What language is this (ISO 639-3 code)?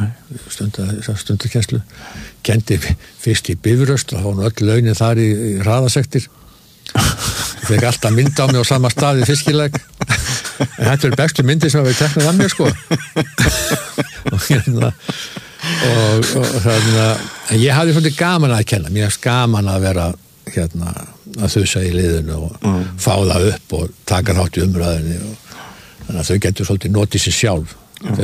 isl